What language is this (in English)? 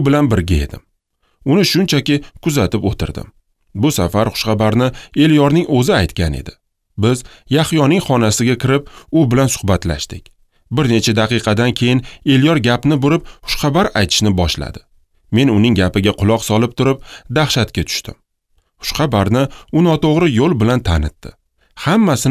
Uzbek